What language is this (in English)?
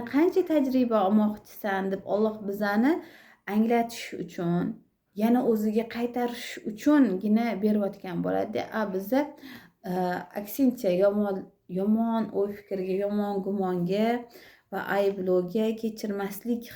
Uzbek